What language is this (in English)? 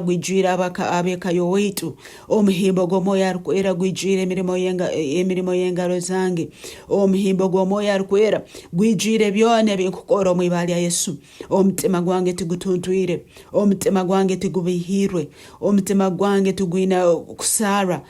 Nyankole